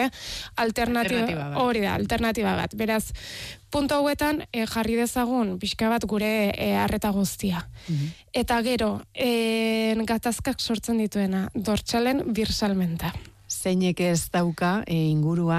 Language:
Basque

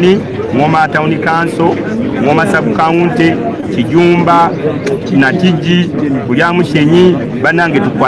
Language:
Ganda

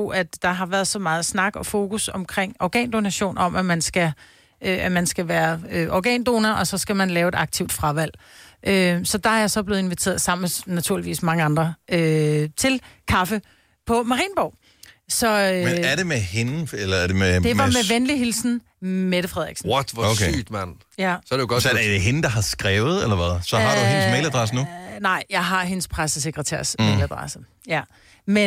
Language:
Danish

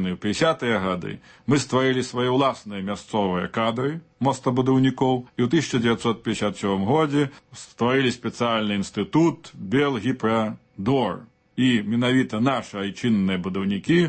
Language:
Belarusian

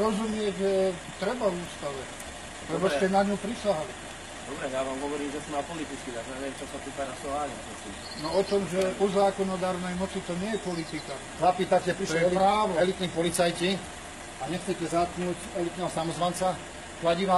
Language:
Slovak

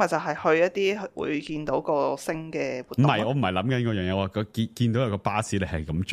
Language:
Cantonese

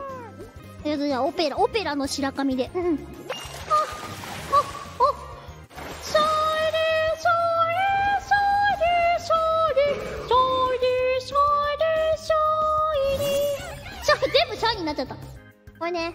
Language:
Japanese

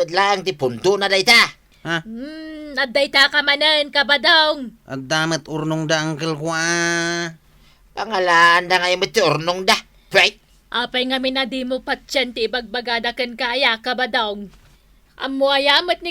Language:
Iloko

